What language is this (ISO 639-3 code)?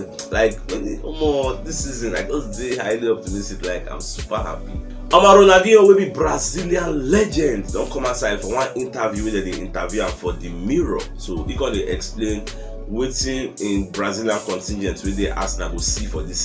pcm